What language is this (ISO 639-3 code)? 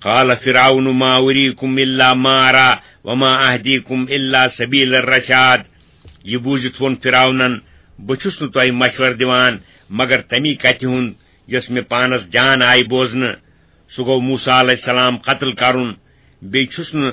kas